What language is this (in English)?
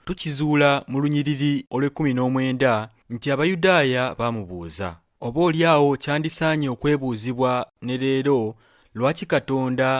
Ganda